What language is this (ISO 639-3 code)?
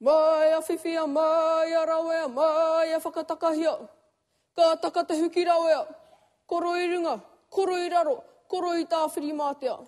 mri